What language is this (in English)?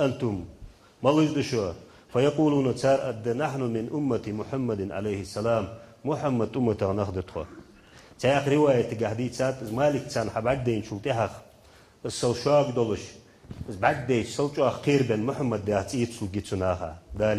Ingush